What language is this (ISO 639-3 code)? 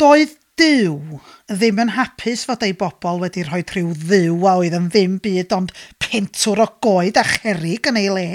cym